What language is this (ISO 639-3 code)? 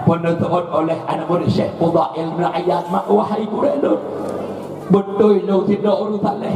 ace